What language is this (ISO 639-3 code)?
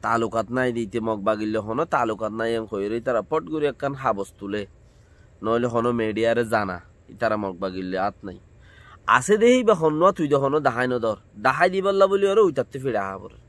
rhg